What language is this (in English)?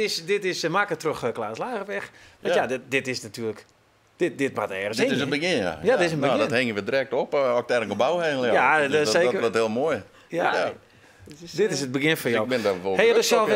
Western Frisian